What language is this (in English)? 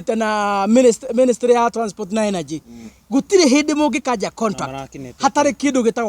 Kikuyu